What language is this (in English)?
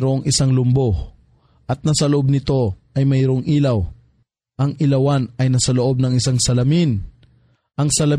Filipino